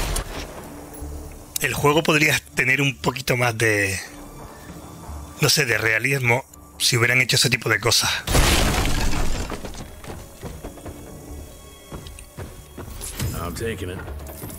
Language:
Spanish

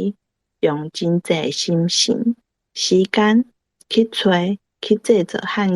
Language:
Min Nan Chinese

